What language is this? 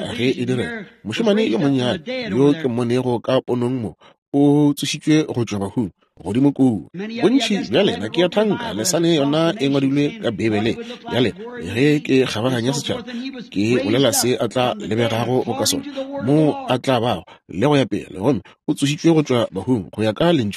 Northern Sotho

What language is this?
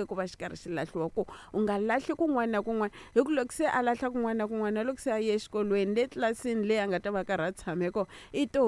Tsonga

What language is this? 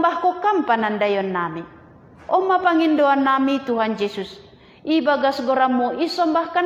Batak Simalungun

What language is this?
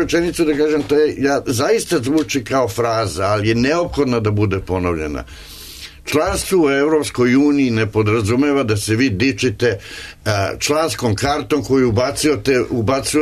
Serbian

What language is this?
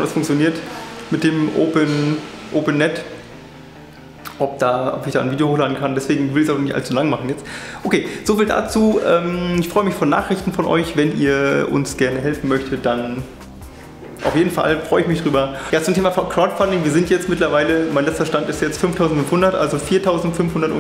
German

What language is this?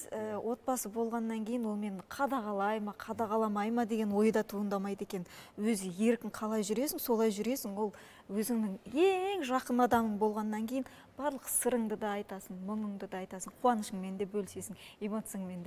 Kazakh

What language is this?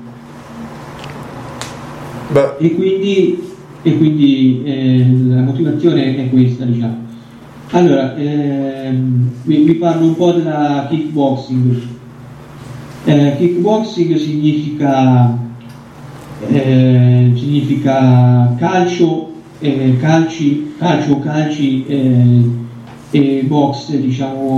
Italian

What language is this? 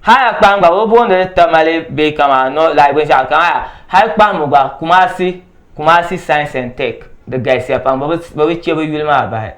Dagbani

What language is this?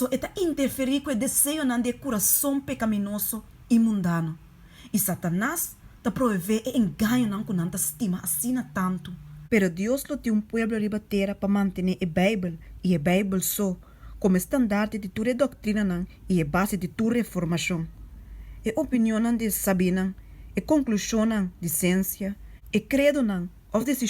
Papiamento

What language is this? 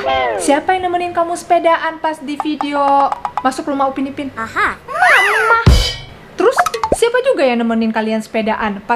Indonesian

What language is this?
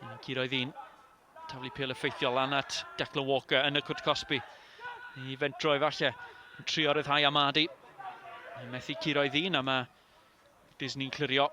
Welsh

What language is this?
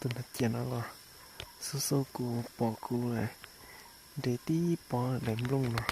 Hmong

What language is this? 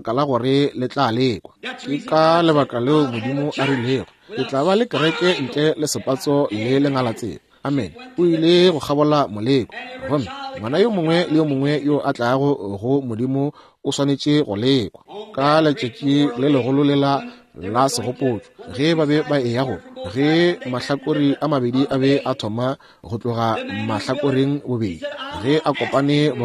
Northern Sotho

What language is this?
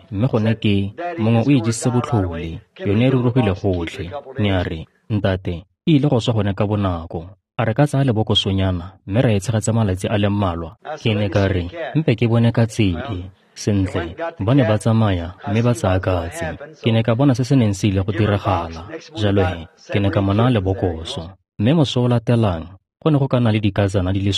Tswana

